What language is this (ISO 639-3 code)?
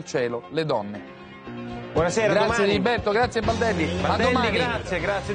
ita